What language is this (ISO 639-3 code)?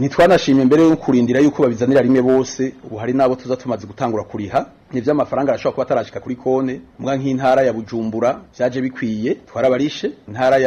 run